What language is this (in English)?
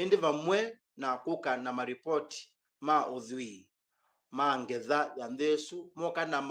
Kamba